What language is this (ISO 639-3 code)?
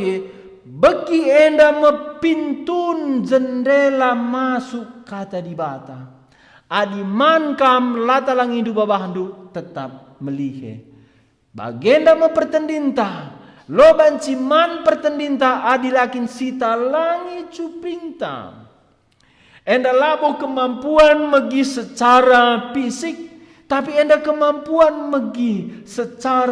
btx